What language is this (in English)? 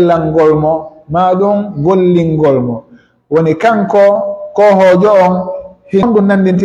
Pular